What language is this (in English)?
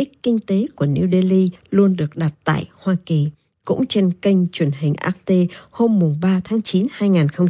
Vietnamese